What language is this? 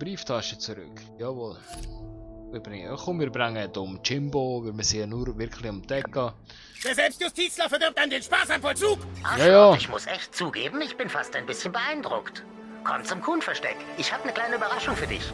Swiss German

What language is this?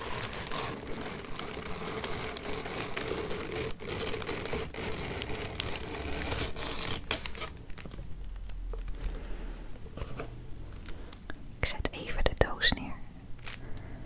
Dutch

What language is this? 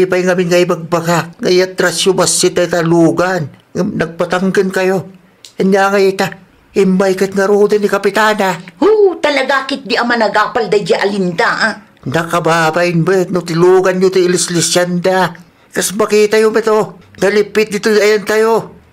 Iloko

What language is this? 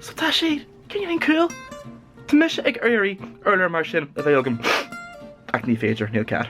Irish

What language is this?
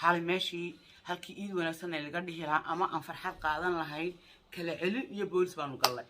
Somali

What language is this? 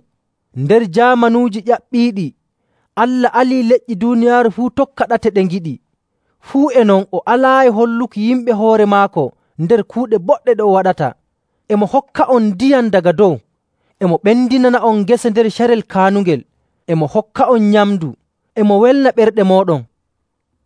Nigerian Fulfulde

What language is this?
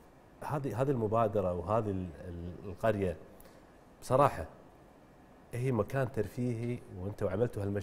Gulf Arabic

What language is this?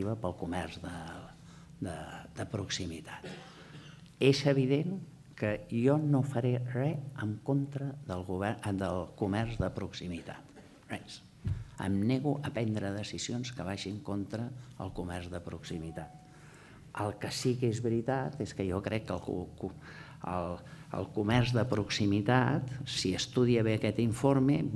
Catalan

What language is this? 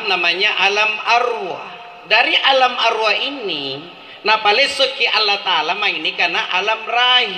Makasar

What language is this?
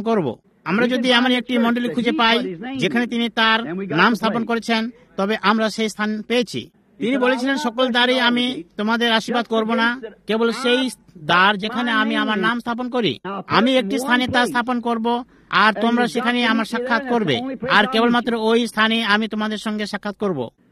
Bangla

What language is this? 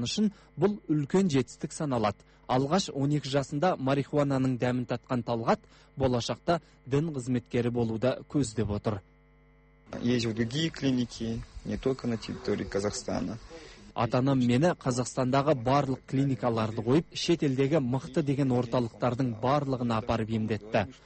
Kazakh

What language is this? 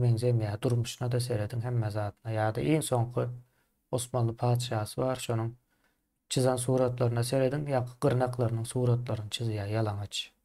Turkmen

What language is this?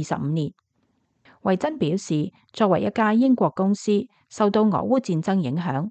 Cantonese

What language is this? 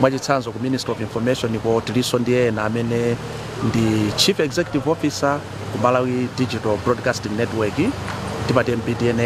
Nyanja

